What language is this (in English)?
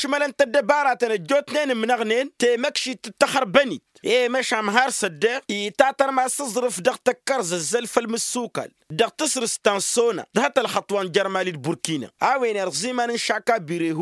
Tamasheq